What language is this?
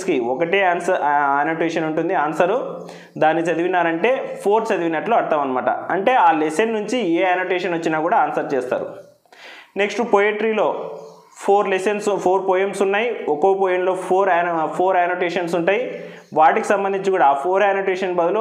Telugu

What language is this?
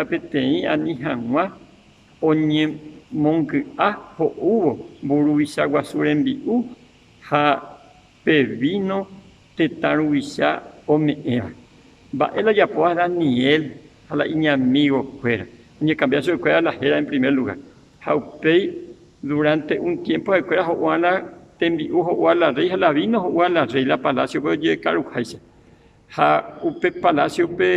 Guarani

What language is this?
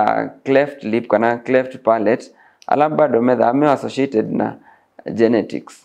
Kamba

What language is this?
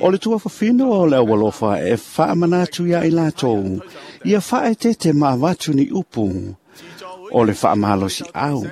Samoan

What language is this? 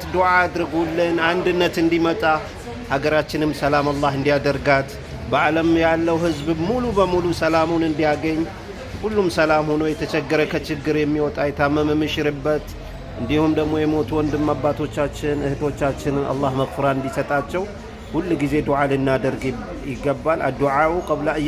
Amharic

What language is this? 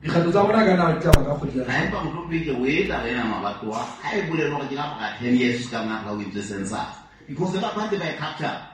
Southern Sotho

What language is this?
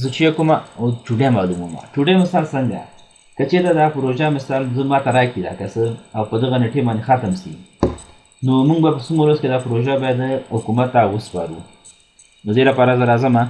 Pashto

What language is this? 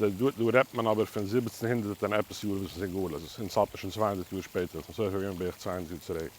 Yiddish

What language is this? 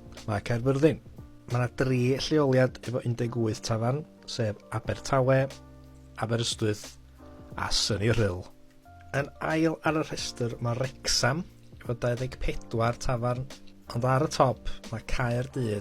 Welsh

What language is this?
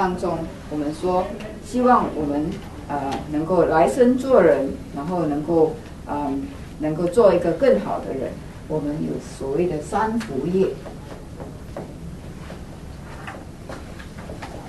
Chinese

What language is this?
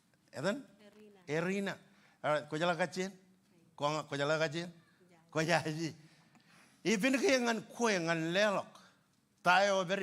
Marshallese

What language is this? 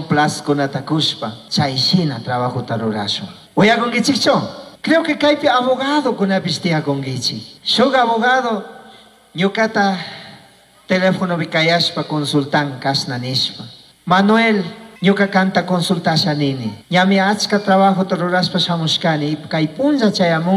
Chimborazo Highland Quichua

